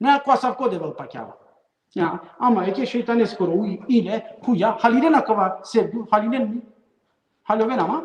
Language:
Balkan Romani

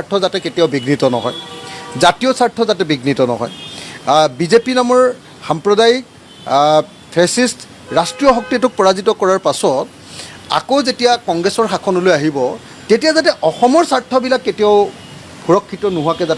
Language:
Assamese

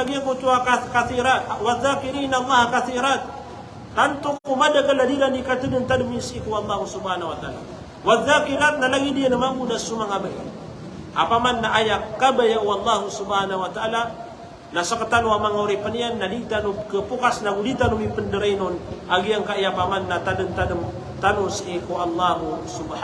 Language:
Maranao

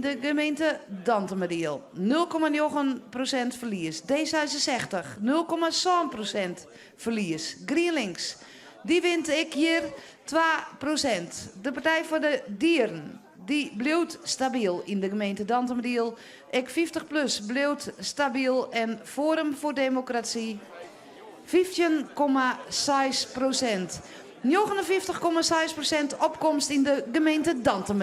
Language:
Western Frisian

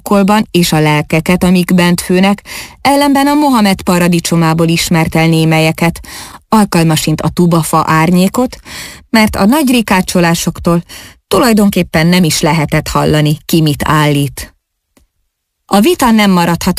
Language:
Hungarian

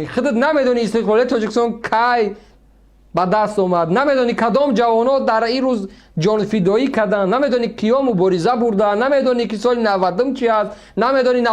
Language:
Tajik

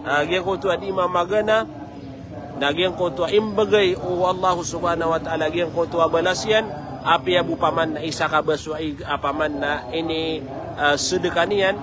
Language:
Maranao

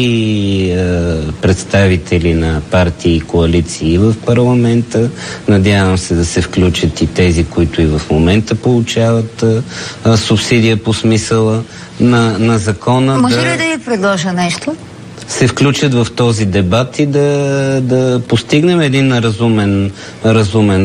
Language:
Bulgarian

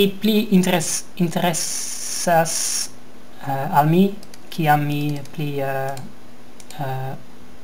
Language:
Esperanto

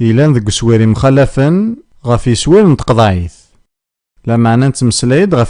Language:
Kabyle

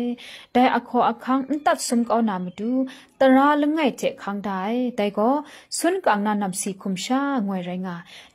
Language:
Kachin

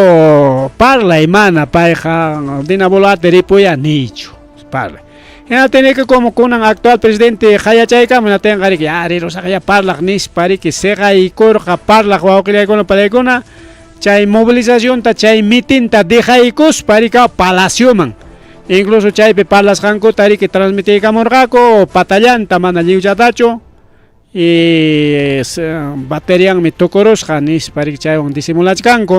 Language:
Ayacucho Quechua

